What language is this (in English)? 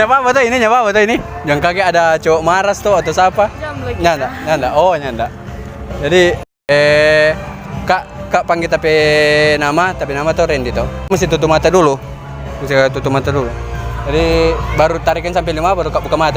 Manado Malay